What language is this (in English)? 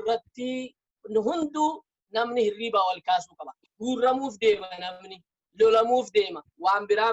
Oromo